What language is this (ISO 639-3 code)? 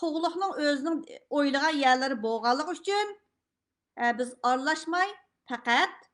uig